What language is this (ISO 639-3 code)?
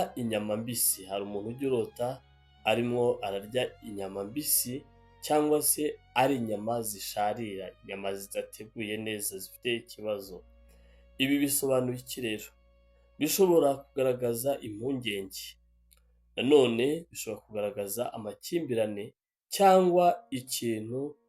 kin